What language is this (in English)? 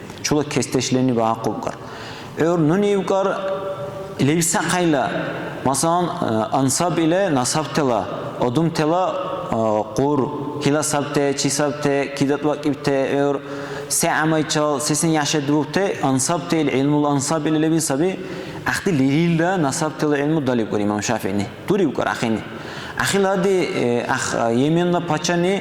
Dargwa